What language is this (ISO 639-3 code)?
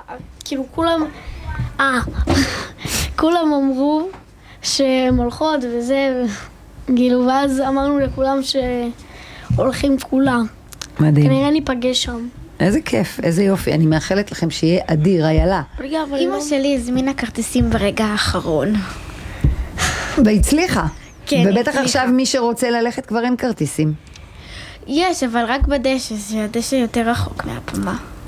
heb